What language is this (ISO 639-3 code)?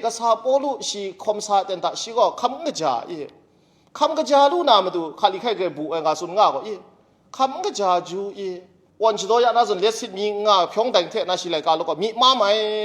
kac